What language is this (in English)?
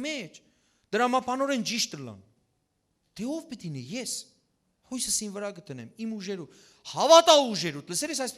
Western Armenian